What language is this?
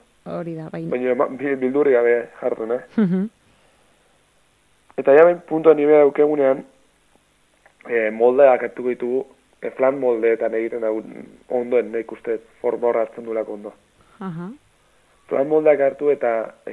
Basque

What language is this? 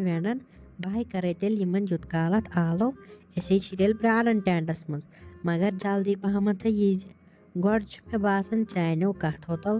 Kashmiri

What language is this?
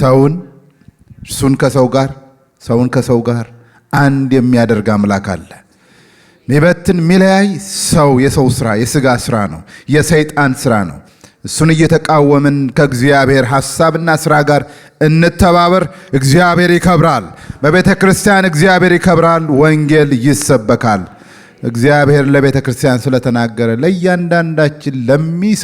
Amharic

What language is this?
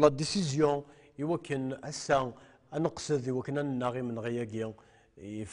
Kabyle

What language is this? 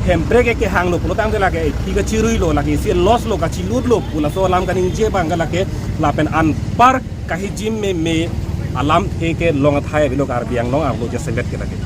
Karbi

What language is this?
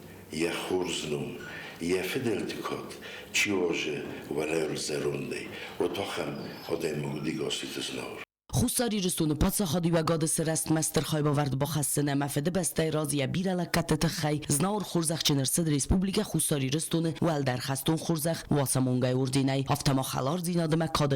Ossetic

